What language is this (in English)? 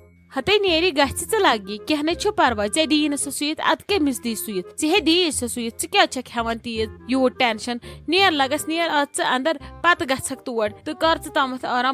Kashmiri